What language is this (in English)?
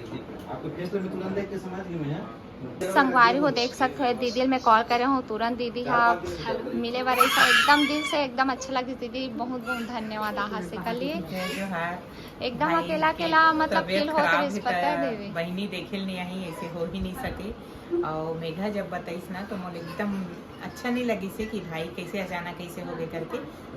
Chhattisgarhi